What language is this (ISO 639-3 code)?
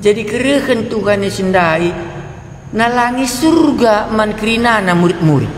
btx